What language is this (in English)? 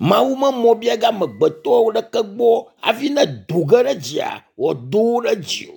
Ewe